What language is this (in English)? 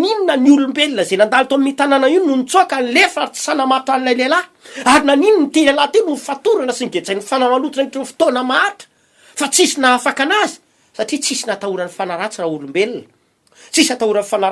Malagasy